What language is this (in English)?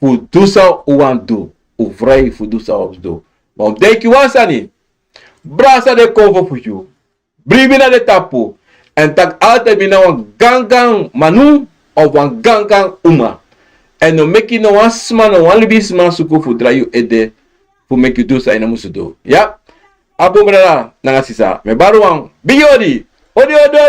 Sranan Tongo